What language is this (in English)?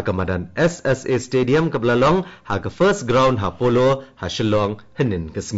Khasi